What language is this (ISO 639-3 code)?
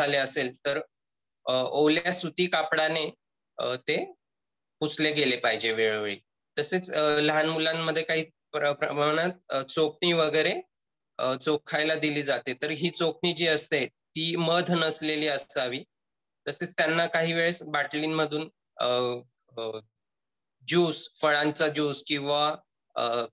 mar